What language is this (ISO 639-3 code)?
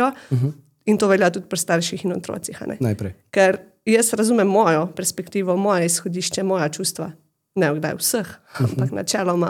slv